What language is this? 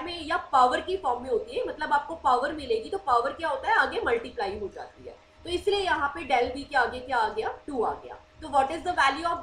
Hindi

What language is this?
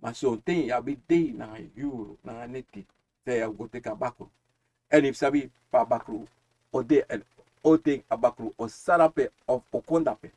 Sranan Tongo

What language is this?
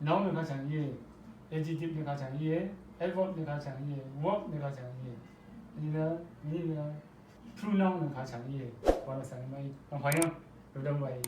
Rawang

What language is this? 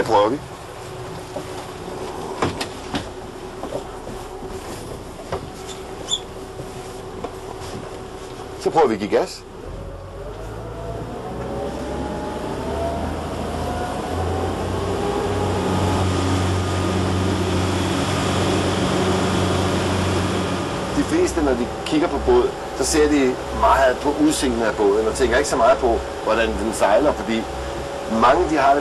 Danish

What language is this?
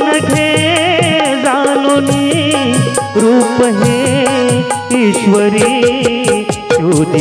Marathi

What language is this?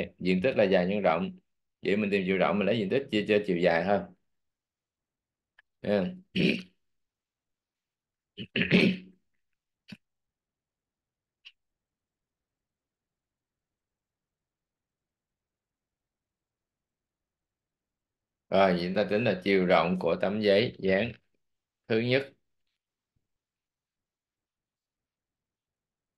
Vietnamese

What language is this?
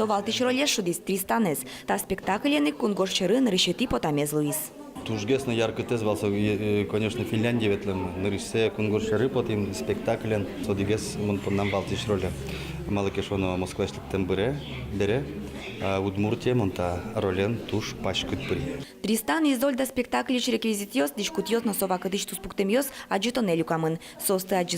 Udmurt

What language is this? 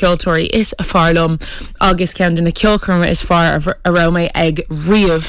Irish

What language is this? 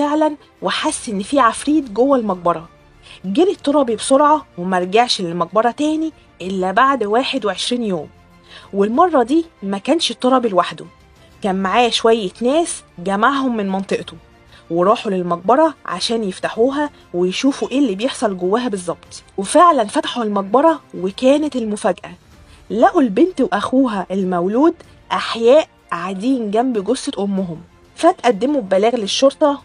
Egyptian Arabic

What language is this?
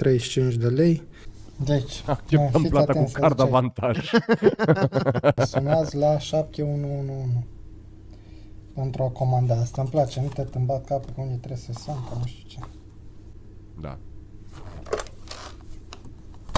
Romanian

